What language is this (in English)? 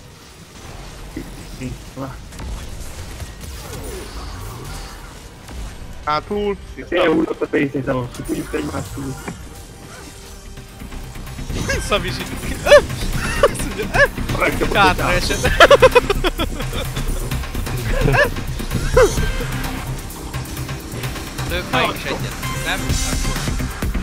Hungarian